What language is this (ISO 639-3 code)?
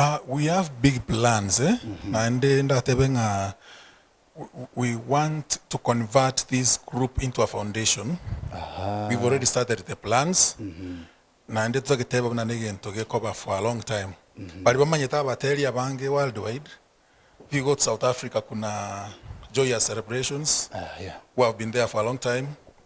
guz